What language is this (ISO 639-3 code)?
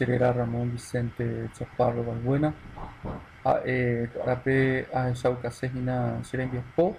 grn